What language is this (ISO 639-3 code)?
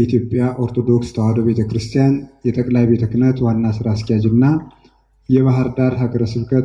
amh